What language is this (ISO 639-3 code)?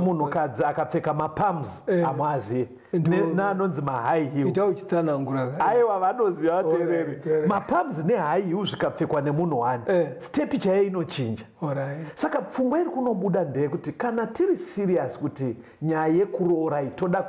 sna